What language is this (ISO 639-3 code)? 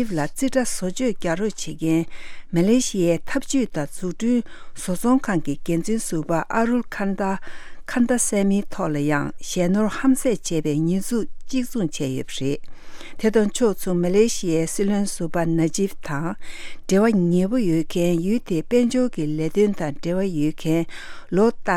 bod